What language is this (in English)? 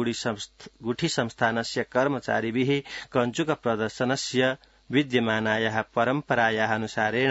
Sanskrit